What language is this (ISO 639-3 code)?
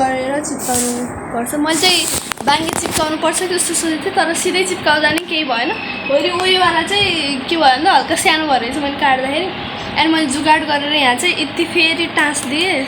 nep